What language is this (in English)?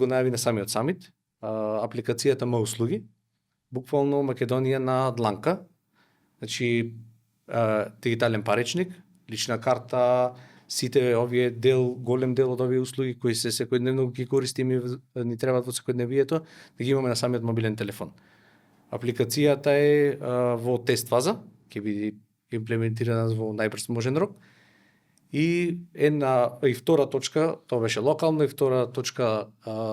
Macedonian